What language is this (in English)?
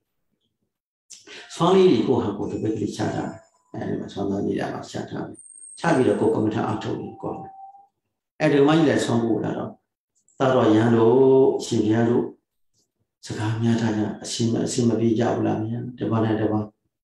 Burmese